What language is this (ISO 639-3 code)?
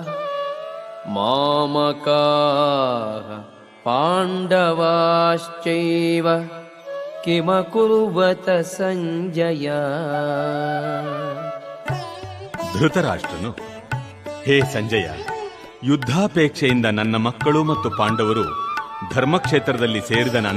kan